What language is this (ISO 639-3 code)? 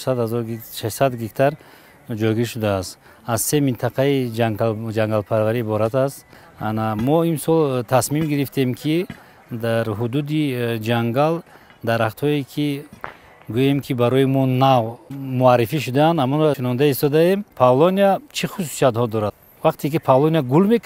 tgk